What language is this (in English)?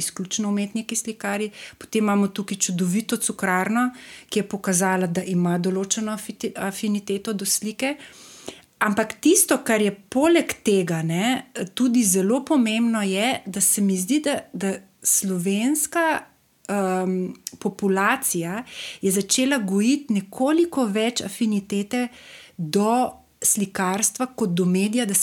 Slovenian